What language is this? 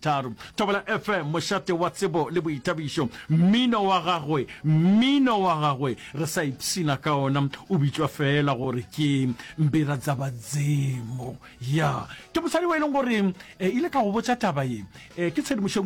Northern Sotho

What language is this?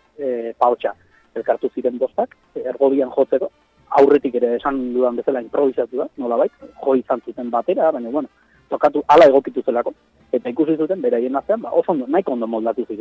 Basque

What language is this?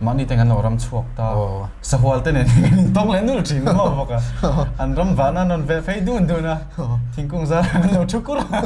Mizo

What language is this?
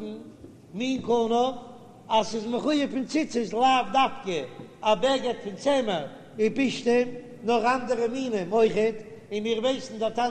Yiddish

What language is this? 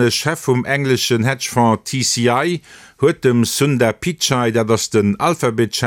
Luxembourgish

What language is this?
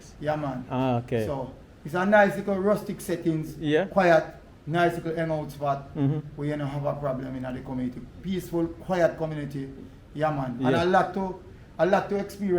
Jamaican Creole English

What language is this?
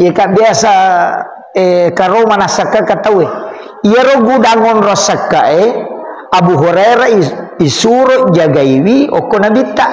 Buginese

